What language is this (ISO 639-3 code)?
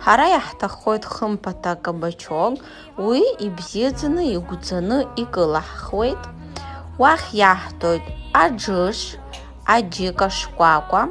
abk